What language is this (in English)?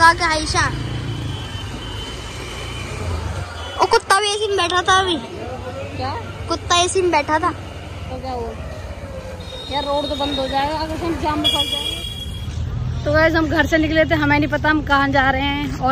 Hindi